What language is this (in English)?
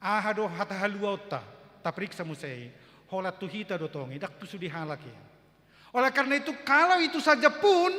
Batak Toba